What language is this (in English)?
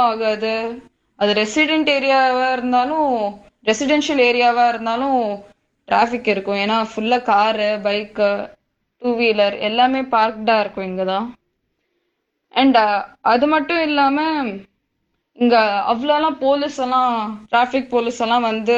Tamil